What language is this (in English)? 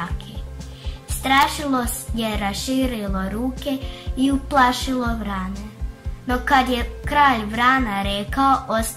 Croatian